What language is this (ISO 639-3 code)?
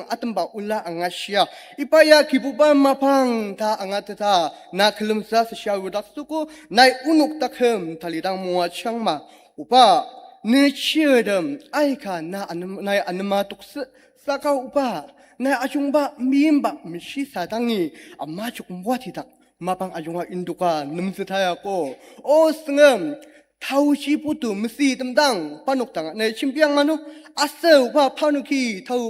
njo